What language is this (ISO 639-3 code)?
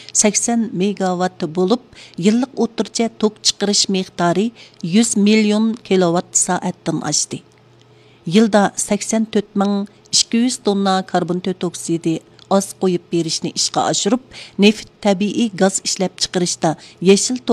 uig